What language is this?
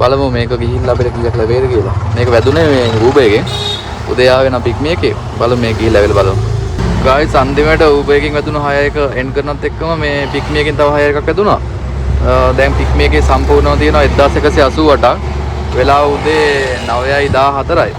Sinhala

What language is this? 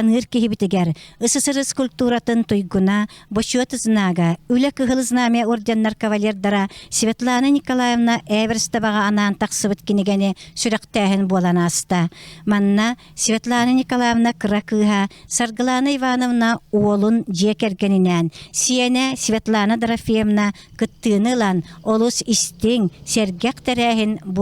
Yakut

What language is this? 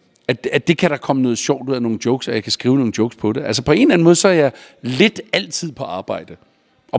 Danish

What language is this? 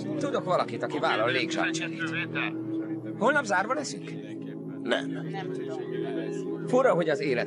Hungarian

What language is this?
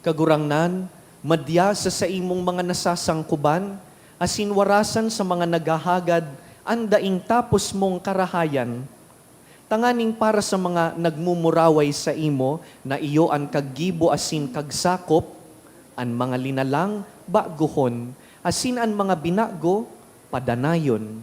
Bikol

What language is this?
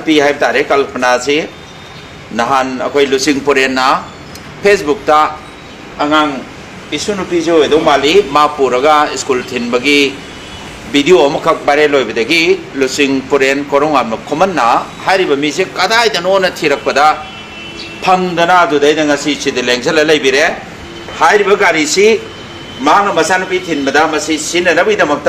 Manipuri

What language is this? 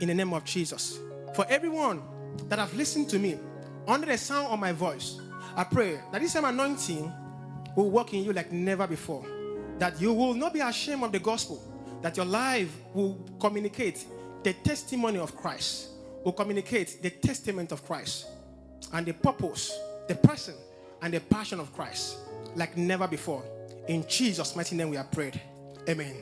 English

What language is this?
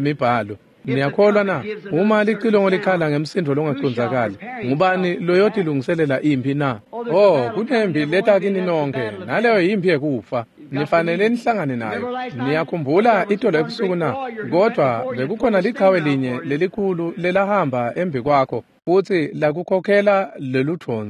Swati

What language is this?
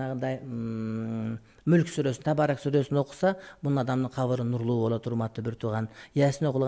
Kyrgyz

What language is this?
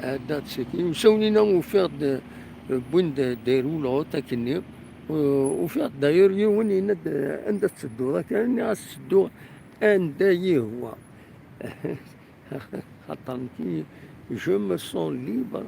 Kabyle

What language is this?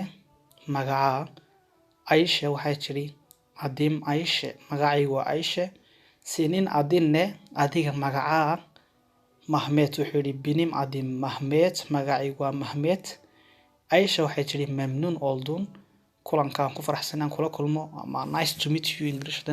Somali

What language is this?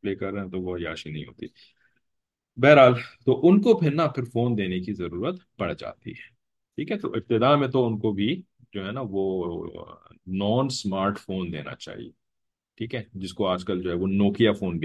Urdu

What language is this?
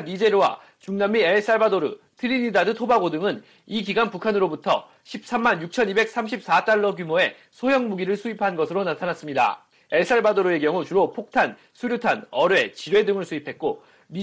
Korean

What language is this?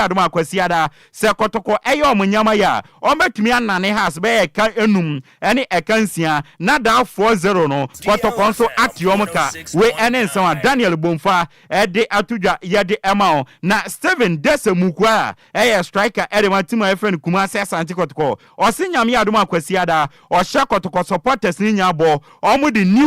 Akan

